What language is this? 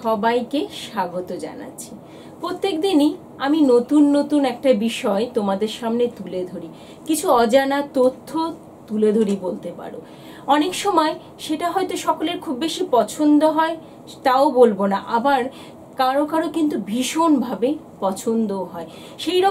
Bangla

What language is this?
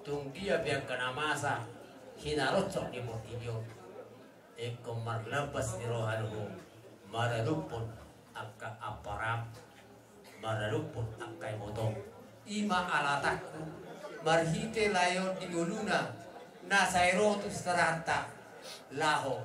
Batak Toba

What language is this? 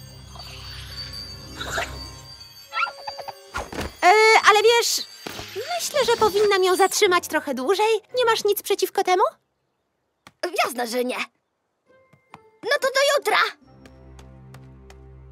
Polish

